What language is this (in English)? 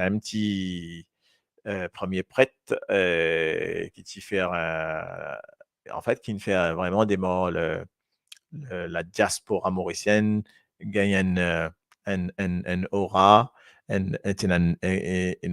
Morisyen